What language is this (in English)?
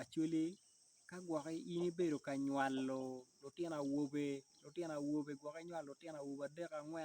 Acoli